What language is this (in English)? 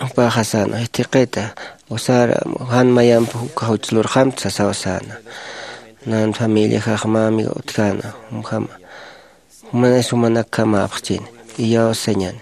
Aymara